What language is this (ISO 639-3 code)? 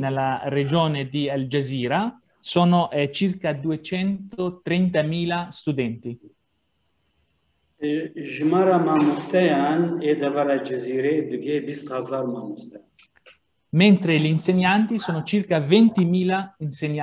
ita